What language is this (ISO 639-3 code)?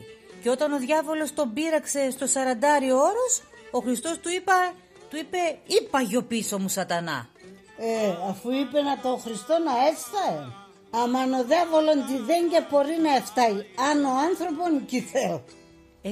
pnt